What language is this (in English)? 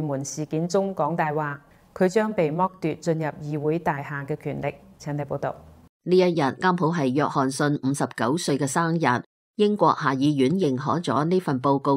Cantonese